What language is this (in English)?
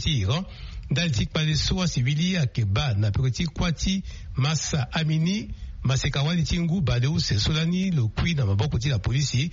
Sango